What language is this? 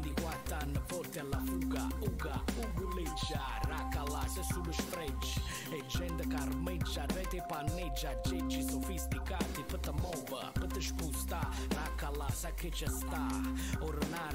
Italian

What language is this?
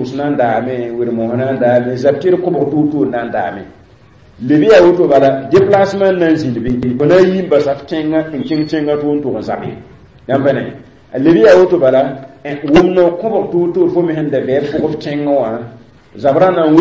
Mossi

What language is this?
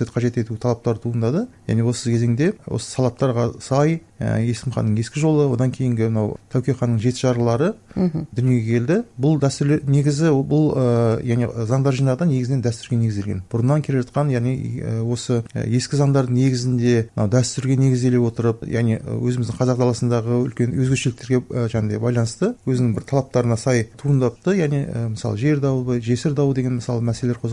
Kazakh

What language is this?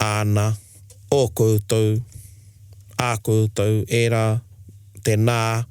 Māori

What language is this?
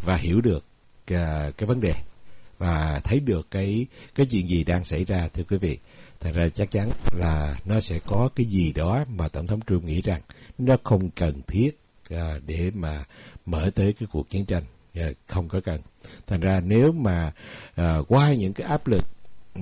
Vietnamese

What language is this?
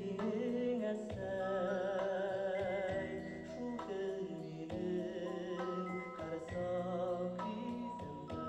Bashkir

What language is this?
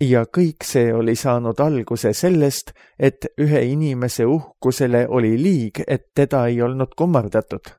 Estonian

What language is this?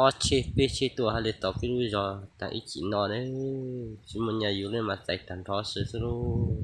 Hmong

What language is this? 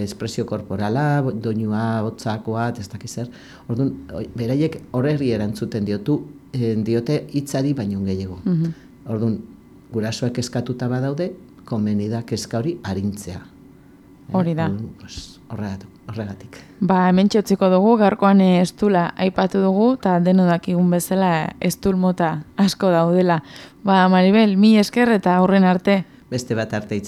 Basque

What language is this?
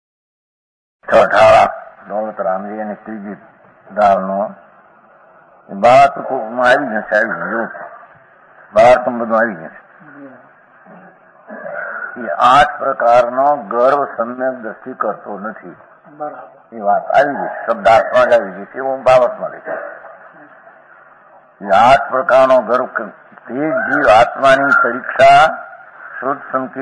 Gujarati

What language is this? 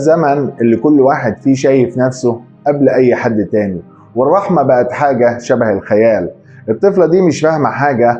Egyptian Arabic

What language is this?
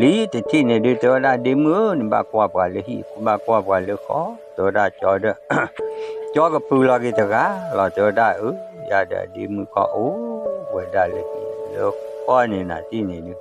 S'gaw Karen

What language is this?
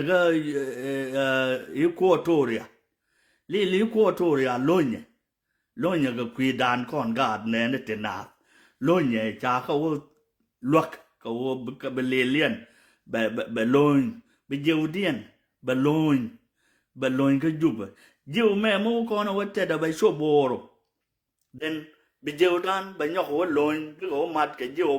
Nuer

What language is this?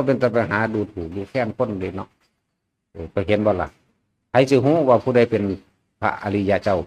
Northeastern Thai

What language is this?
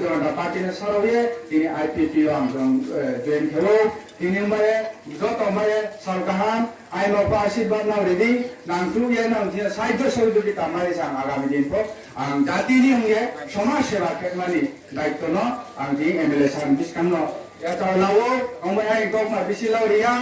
Riang (India)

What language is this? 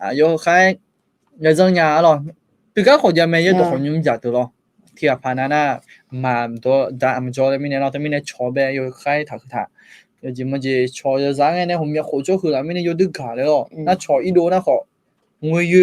Akha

